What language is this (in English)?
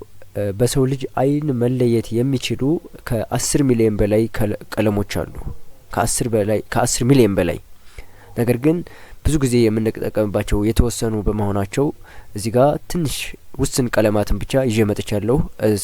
Amharic